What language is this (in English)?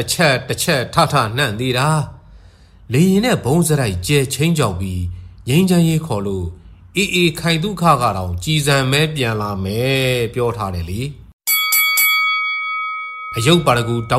Burmese